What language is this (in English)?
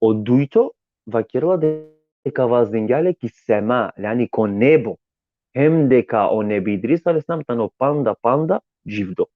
Balkan Romani